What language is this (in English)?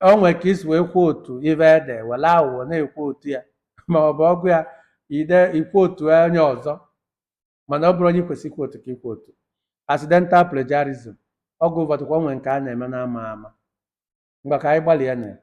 Igbo